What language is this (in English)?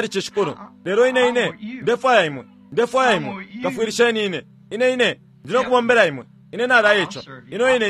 Bemba